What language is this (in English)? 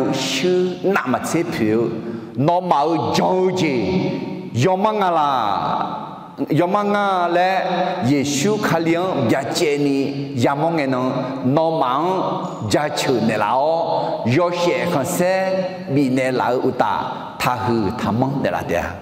Akha